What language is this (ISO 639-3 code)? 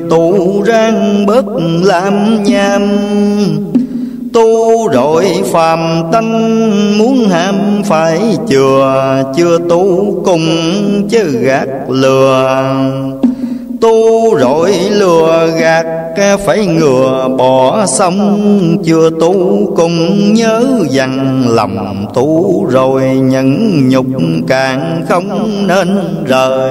vie